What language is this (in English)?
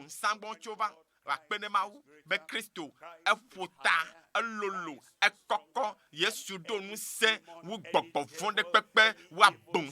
Ewe